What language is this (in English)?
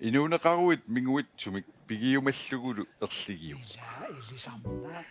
Kalaallisut